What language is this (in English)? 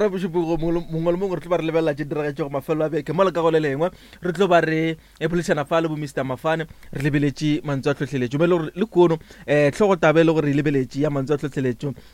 Northern Sotho